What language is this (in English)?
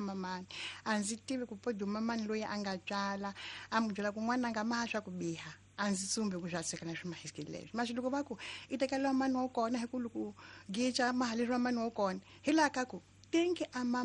Tsonga